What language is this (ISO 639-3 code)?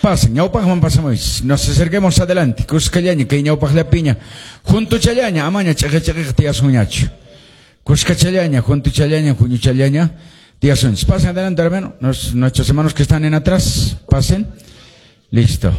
que